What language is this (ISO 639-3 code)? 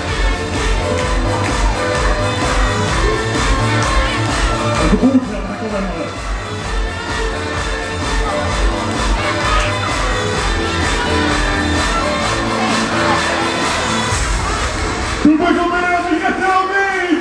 fin